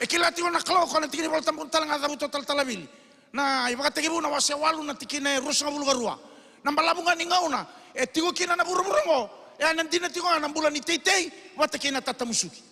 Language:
Fijian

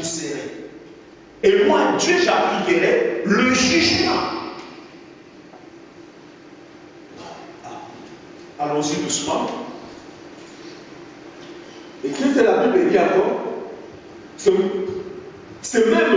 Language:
French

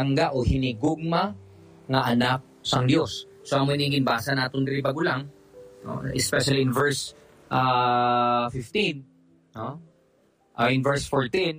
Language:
Hiligaynon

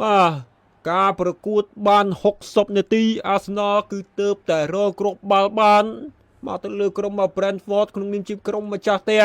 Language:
Khmer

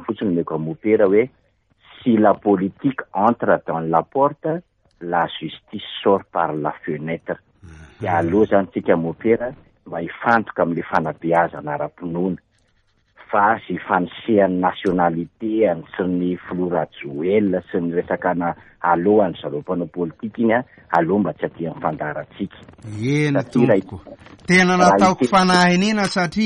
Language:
Malagasy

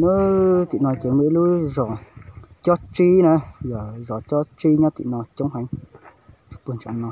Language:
Hmong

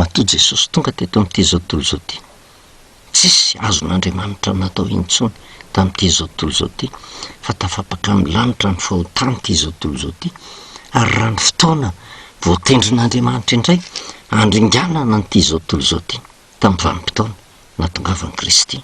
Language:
Malagasy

